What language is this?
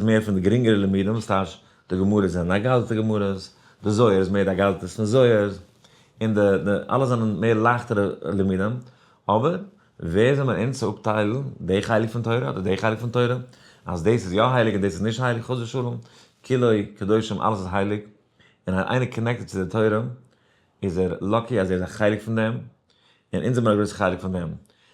Yiddish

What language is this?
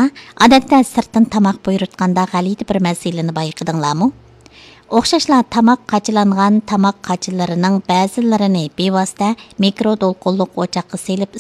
Uyghur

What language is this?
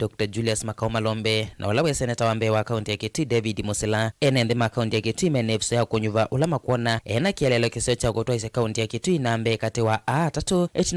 Kamba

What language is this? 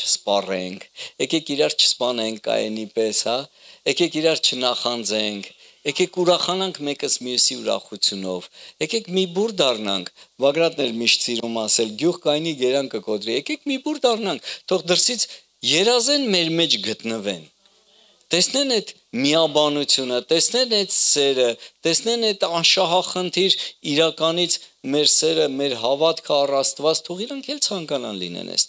Armenian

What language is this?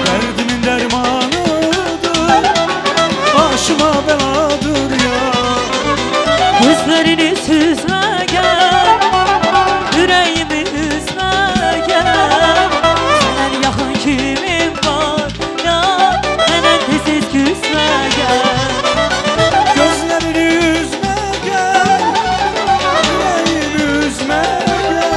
Turkish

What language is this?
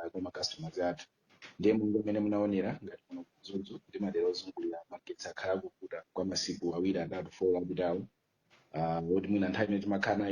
Nyanja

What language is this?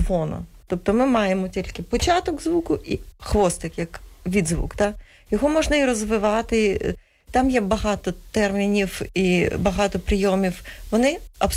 Ukrainian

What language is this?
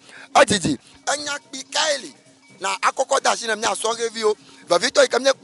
Ewe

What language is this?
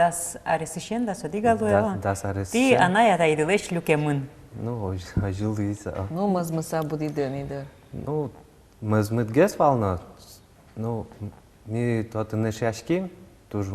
Udmurt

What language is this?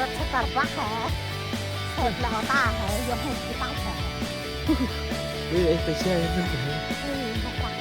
Central Mnong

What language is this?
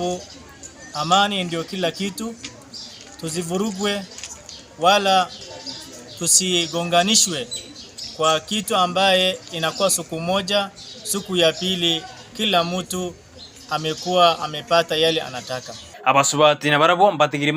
Gusii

